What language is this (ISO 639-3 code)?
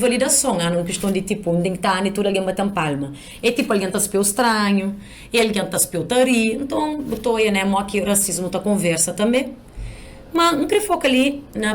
kea